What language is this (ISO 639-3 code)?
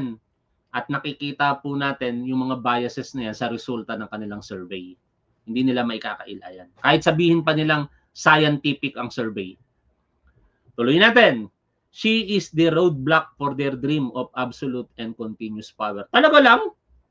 fil